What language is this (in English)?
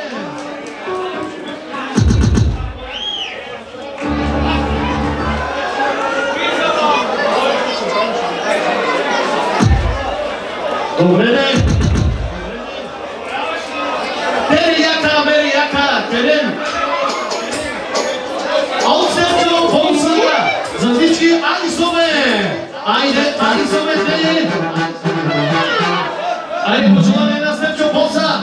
Bulgarian